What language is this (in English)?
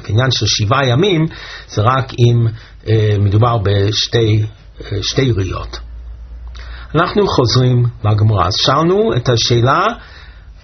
Hebrew